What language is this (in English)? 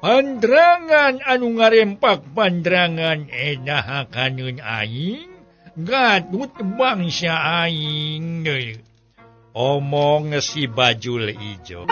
Sundanese